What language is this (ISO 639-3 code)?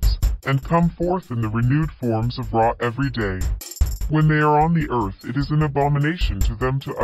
eng